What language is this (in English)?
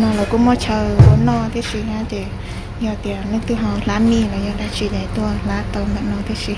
Hmong